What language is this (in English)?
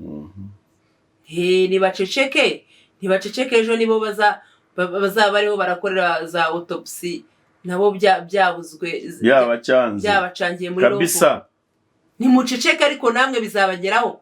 Kinyarwanda